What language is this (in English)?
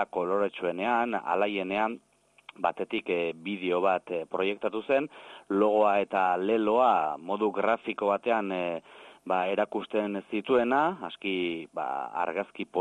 Basque